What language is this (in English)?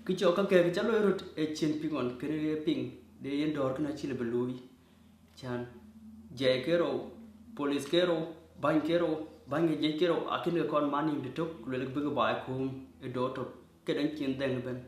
Dinka